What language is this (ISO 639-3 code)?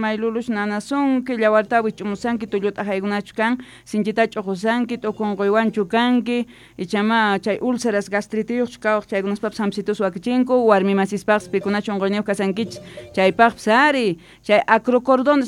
que